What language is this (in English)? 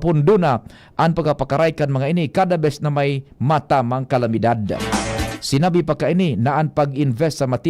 Bikol